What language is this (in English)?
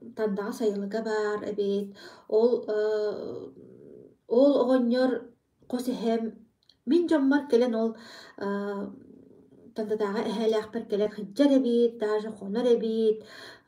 Yakut